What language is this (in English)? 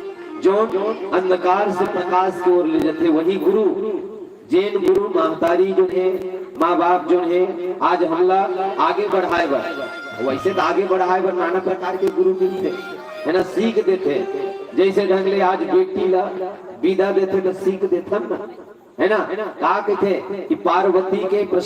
Chhattisgarhi